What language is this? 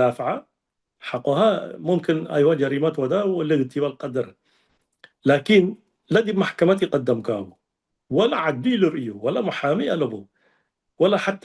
Tigre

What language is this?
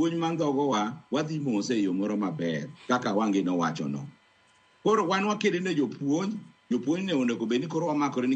Luo (Kenya and Tanzania)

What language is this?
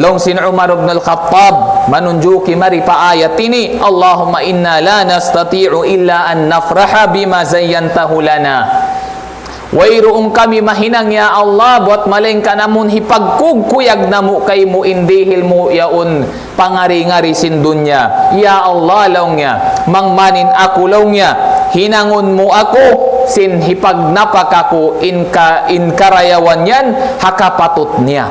Tausug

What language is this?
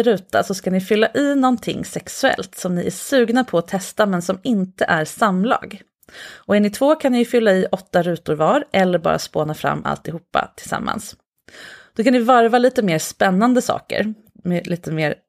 Swedish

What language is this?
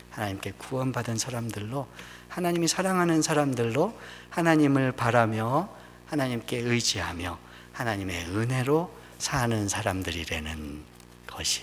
Korean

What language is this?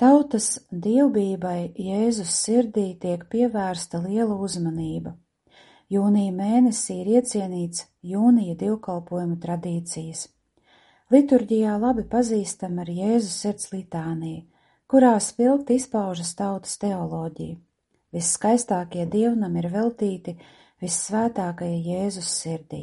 Latvian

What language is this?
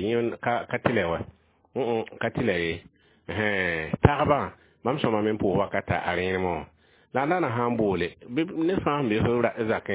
Mossi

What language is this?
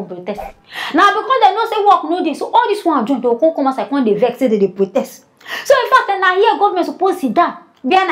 Nigerian Pidgin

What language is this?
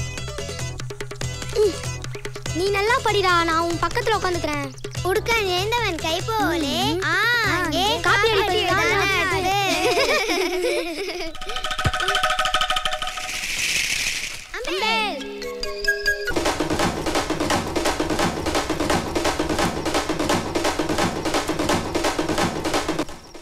Tamil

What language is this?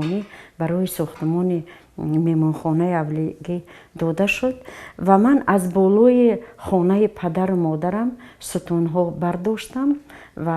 Tajik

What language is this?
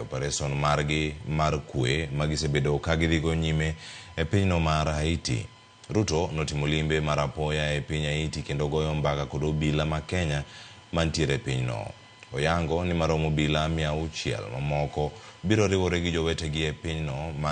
Luo (Kenya and Tanzania)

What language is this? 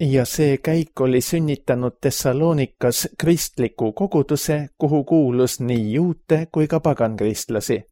Estonian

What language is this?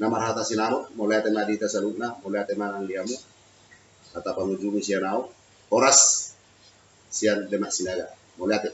Batak Toba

